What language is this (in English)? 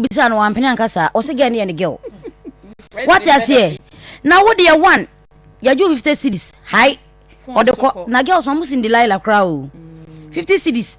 Akan